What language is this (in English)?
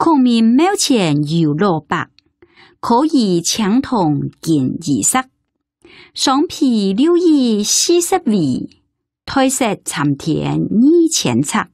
Hakka Chinese